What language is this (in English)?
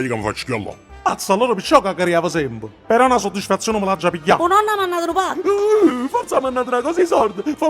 Neapolitan